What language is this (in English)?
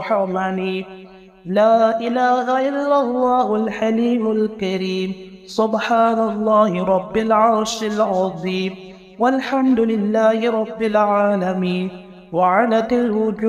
Arabic